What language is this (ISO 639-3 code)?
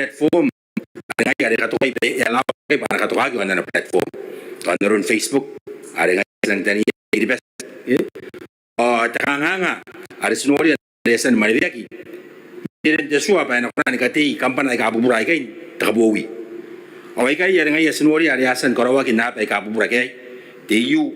gil